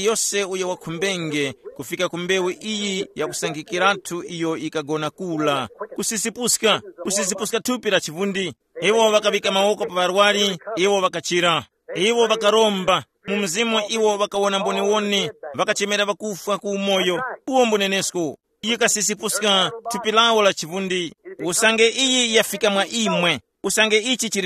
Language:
Tumbuka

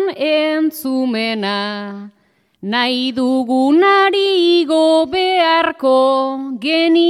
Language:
Basque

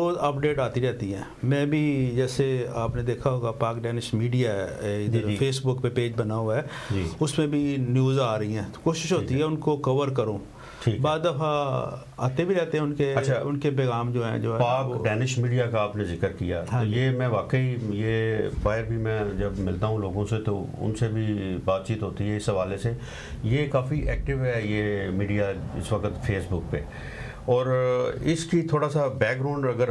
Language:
Urdu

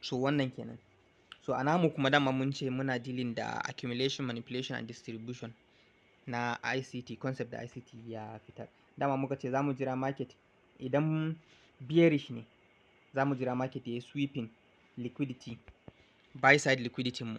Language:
Hausa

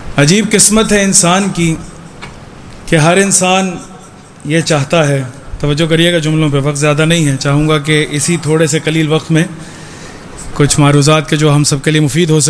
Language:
Urdu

